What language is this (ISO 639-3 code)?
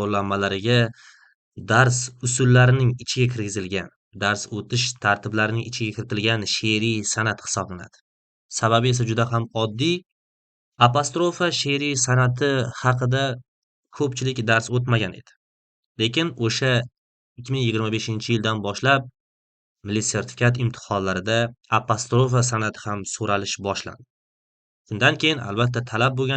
uzb